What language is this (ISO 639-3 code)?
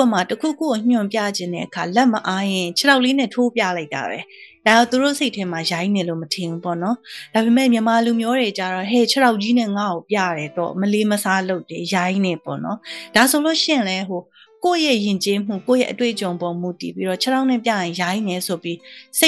mya